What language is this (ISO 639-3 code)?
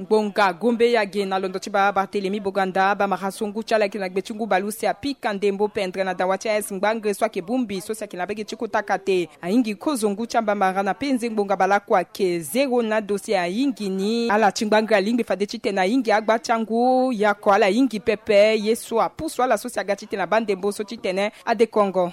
sag